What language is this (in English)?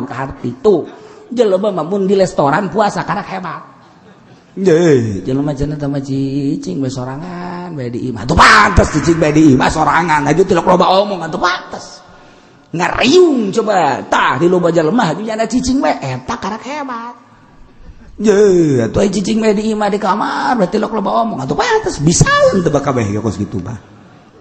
Sundanese